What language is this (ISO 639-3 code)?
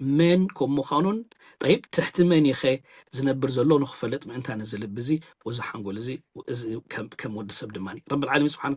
tir